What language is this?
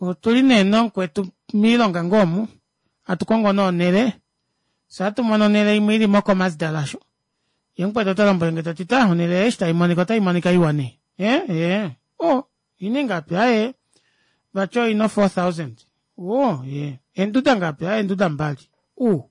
Kuanyama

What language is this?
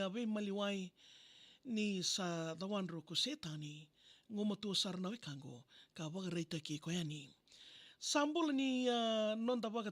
Fijian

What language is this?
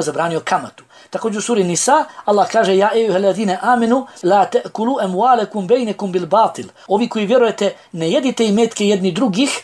Bosnian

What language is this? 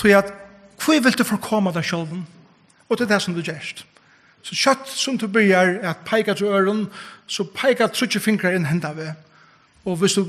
Faroese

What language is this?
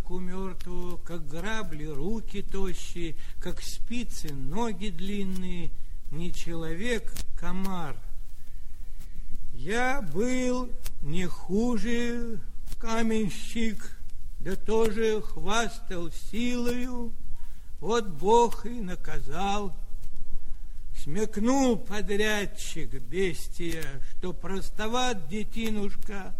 Russian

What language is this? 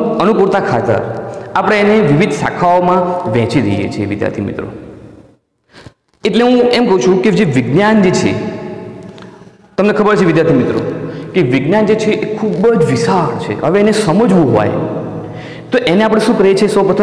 Gujarati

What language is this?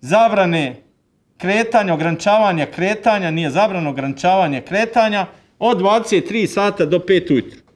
Croatian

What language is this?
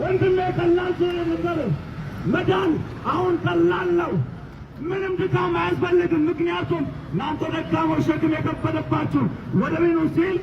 Amharic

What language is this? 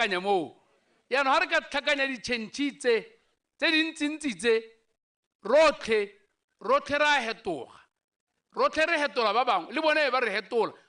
Tswana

